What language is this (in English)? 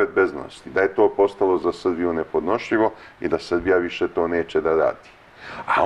Serbian